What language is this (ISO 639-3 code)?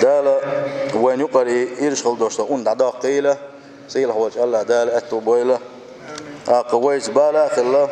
che